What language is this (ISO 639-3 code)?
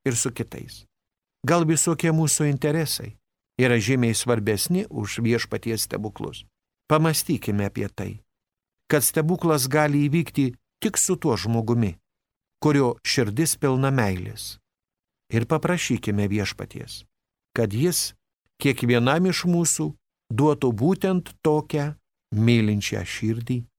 lit